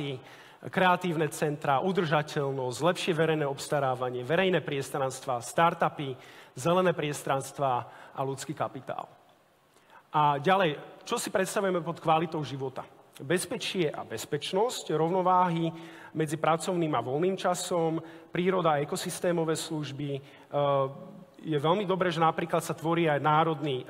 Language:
Slovak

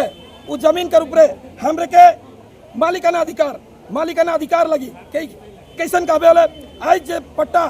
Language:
Sadri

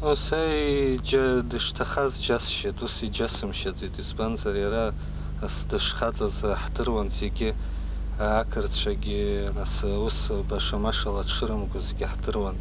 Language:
Abkhazian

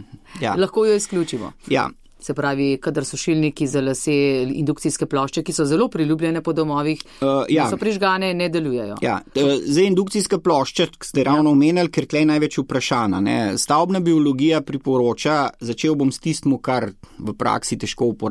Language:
Slovenian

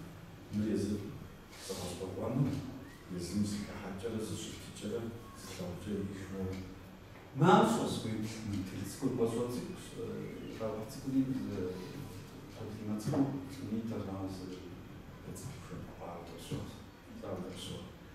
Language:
Kabardian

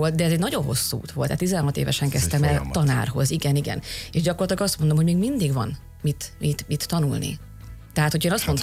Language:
Hungarian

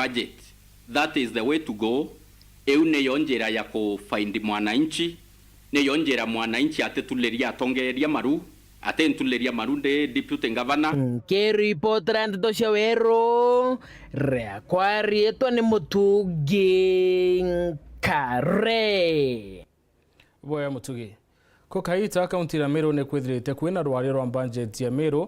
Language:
Meru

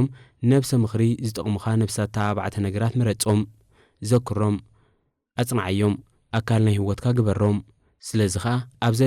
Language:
Tigrinya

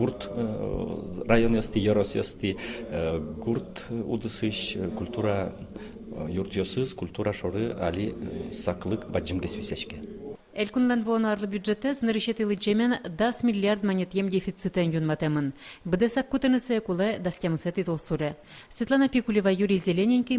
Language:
Udmurt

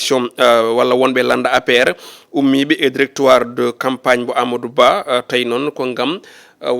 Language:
Fula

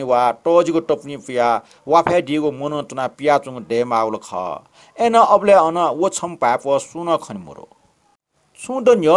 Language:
Newari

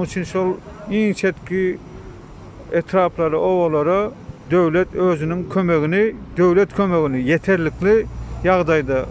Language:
Turkmen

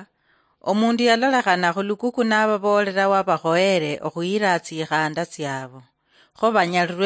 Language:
Luyia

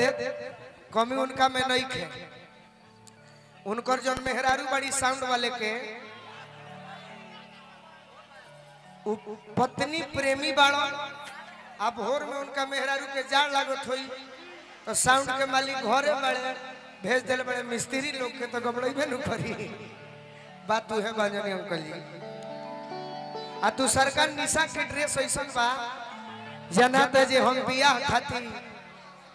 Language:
Bhojpuri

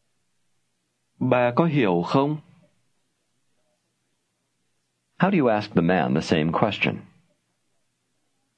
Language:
Vietnamese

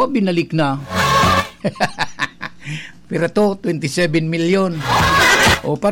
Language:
Bikol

